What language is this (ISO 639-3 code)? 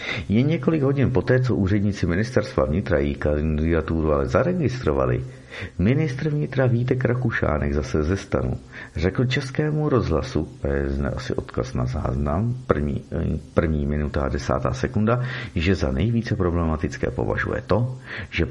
ces